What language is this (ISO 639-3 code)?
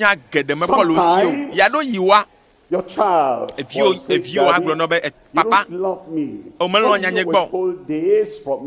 ewe